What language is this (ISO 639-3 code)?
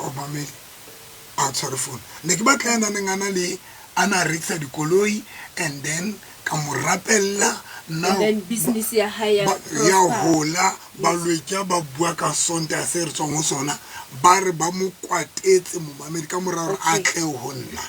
sot